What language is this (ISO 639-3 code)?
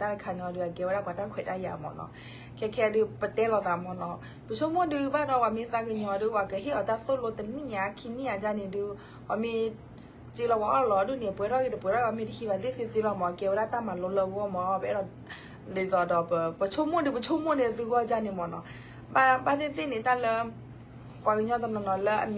ksw